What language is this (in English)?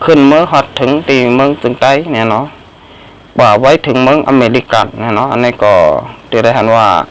Shan